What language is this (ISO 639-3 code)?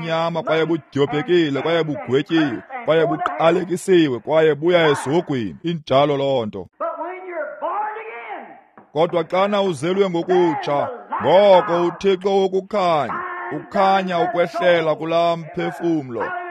xho